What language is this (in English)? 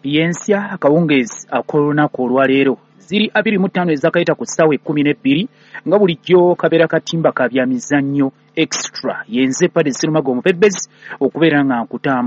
Ganda